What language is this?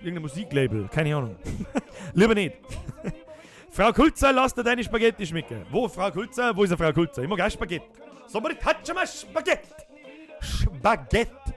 Bavarian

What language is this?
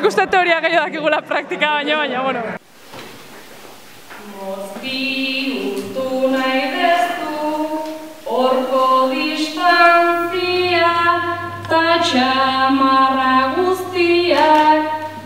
Basque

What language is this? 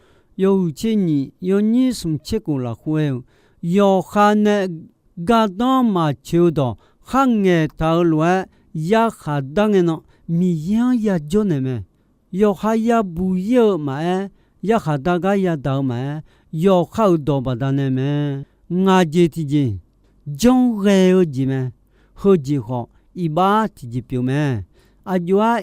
Akha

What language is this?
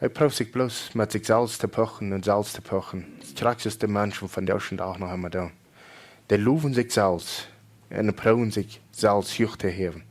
Plautdietsch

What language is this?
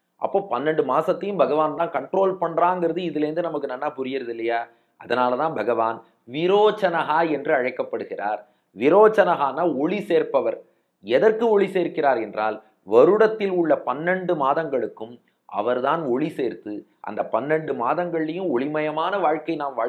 Tamil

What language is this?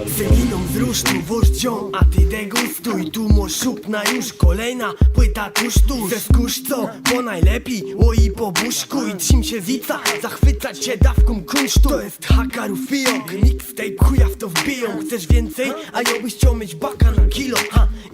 Silesian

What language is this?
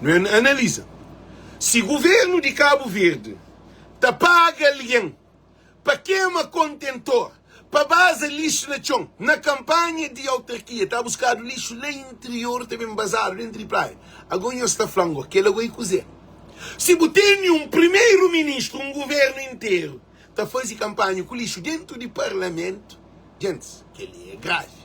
Kabuverdianu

